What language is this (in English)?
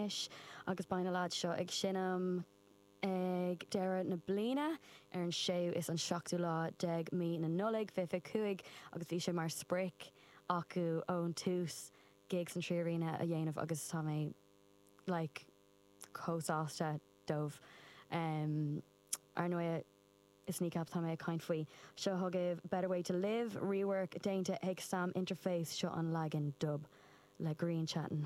Irish